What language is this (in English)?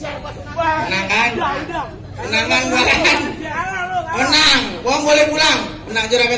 Betawi